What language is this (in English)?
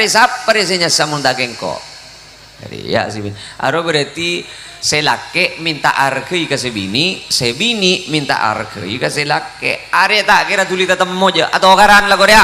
Madurese